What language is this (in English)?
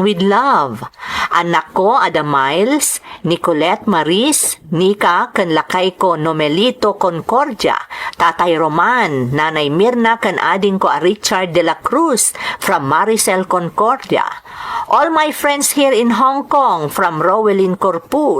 Iloko